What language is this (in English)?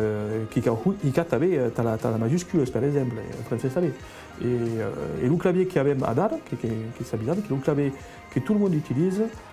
Occitan